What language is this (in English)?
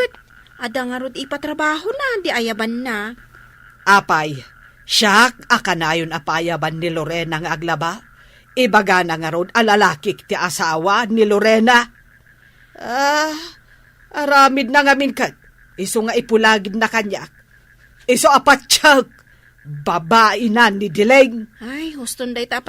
Iloko